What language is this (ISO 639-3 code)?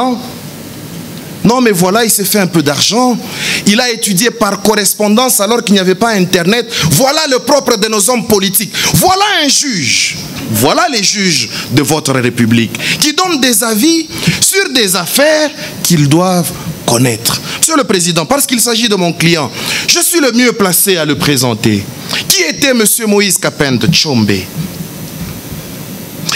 fra